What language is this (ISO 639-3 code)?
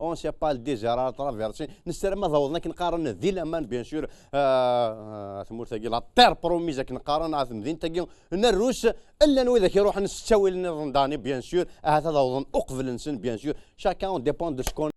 kab